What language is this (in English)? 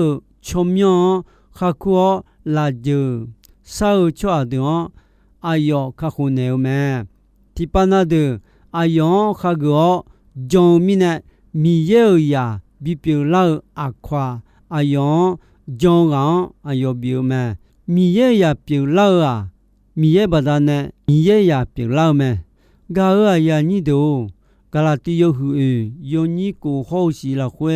Akha